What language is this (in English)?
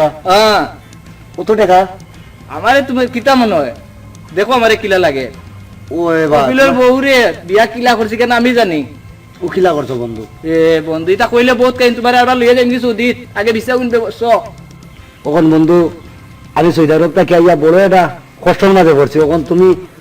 Sylheti